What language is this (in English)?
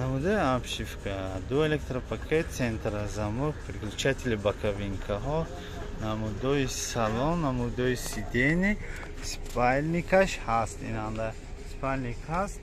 Tajik